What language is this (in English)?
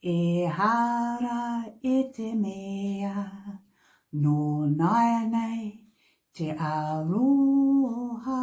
Māori